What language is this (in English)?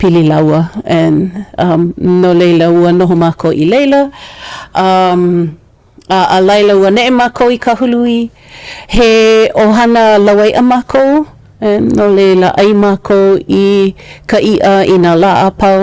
Hawaiian